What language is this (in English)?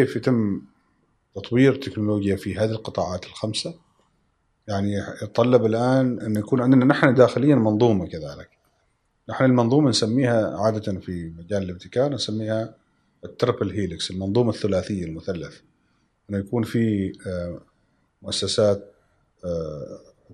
Gulf Arabic